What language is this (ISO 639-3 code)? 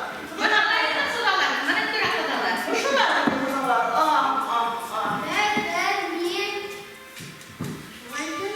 bak